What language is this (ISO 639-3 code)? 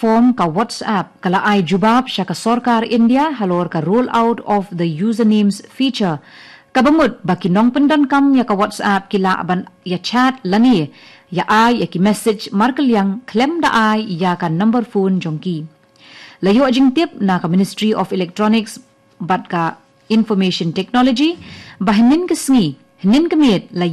kha